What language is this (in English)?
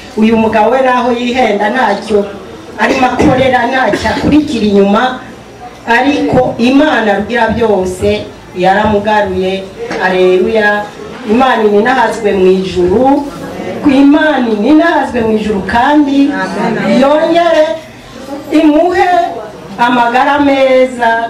Rundi